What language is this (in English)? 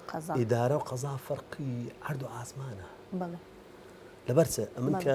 Central Kurdish